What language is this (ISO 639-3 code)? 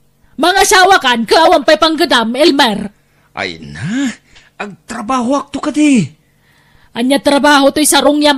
ilo